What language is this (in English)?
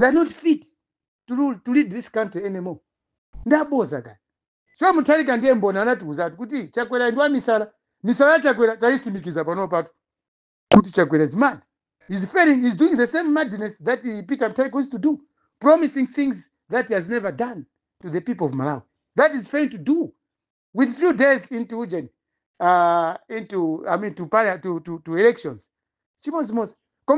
Nyanja